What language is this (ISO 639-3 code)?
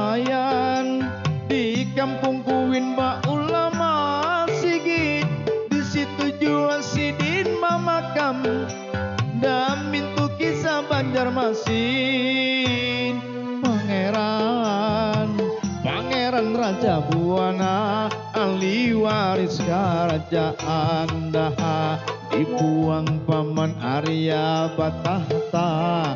bjn